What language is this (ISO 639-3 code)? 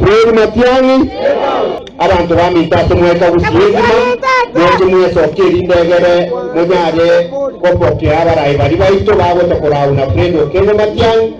guz